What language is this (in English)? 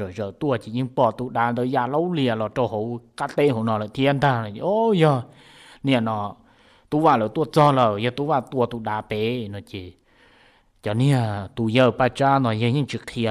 Hmong